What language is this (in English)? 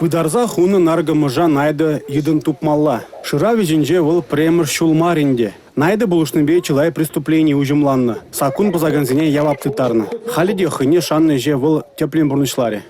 Chuvash